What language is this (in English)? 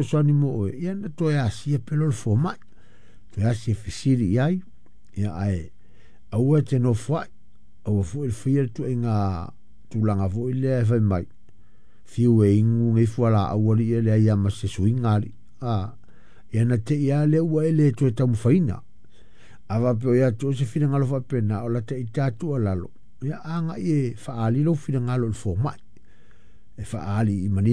Samoan